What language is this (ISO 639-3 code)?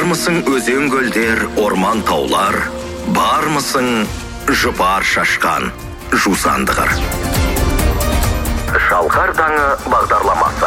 kaz